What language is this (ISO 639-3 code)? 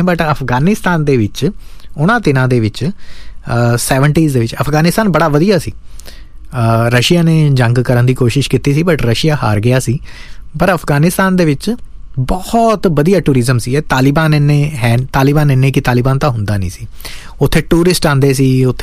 pan